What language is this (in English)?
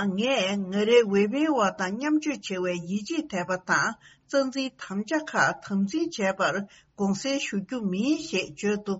Tibetan